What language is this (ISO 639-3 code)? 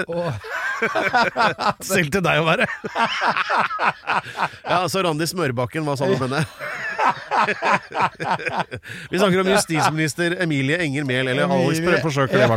nor